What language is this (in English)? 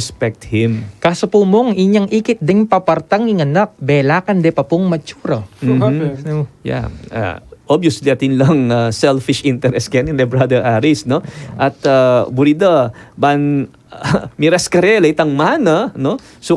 Pampanga